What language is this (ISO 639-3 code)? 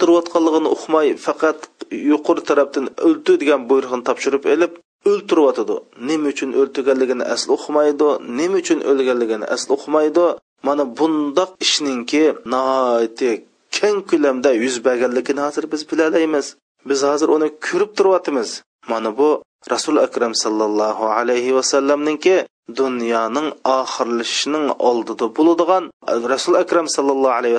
uig